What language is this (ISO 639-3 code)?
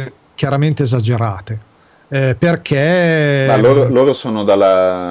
ita